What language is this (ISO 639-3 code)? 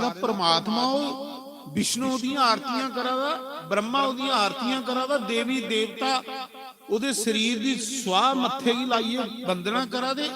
doi